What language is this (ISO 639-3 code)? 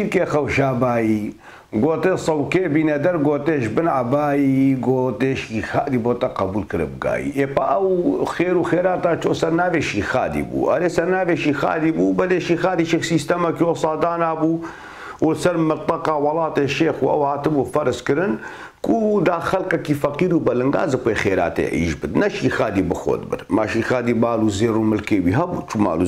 kur